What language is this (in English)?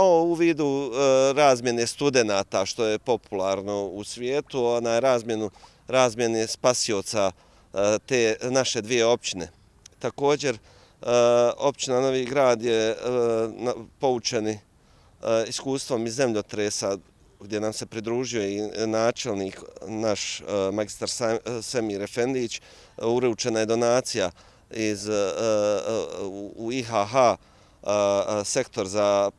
Bosnian